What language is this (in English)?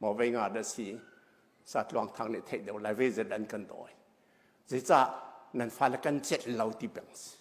Hakha Chin